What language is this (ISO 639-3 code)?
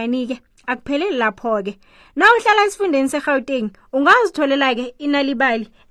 nbl